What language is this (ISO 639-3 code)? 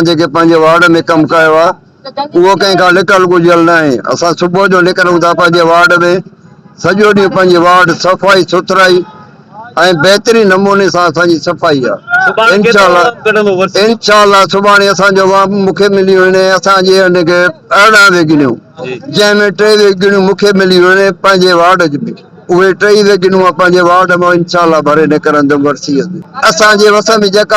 snd